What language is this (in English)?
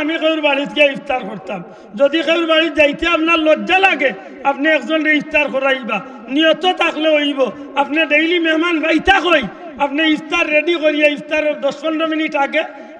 Sylheti